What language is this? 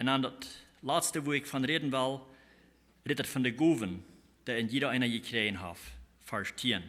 Plautdietsch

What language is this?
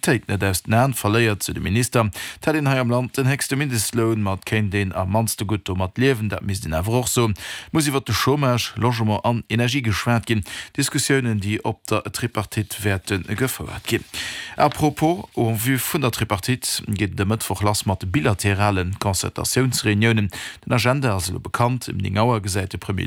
Luxembourgish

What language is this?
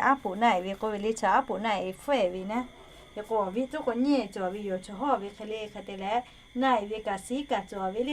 Lahu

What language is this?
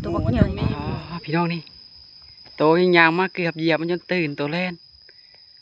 Lao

